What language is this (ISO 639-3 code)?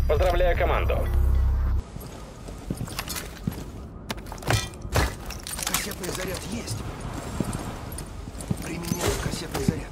rus